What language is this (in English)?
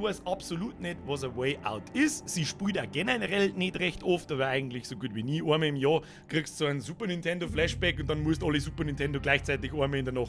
Bavarian